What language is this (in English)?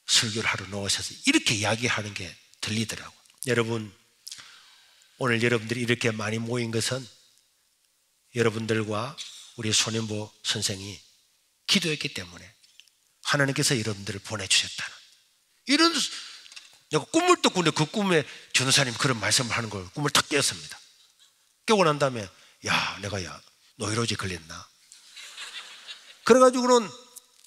Korean